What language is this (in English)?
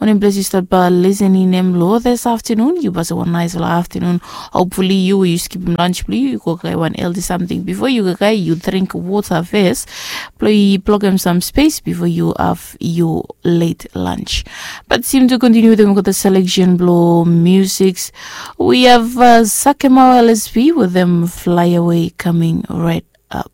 Bislama